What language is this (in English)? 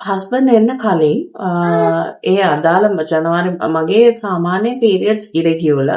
Sinhala